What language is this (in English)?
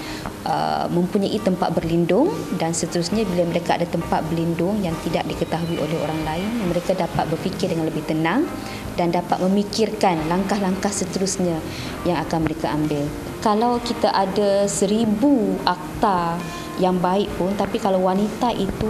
Malay